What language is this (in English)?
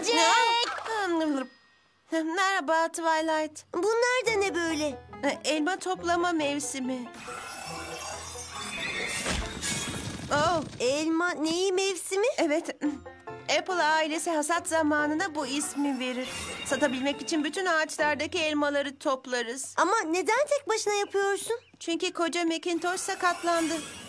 Turkish